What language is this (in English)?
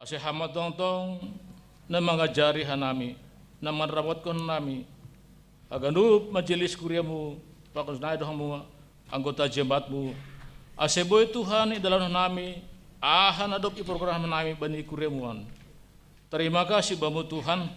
Batak Simalungun